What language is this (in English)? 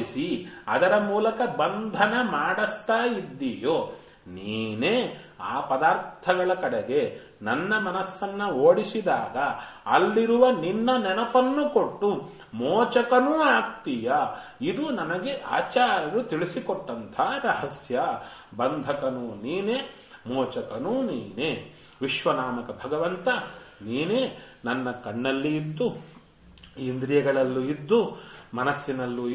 Kannada